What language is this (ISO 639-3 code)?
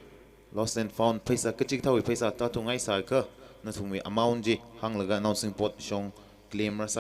nmf